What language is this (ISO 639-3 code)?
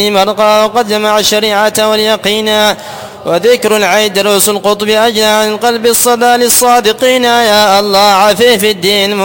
ara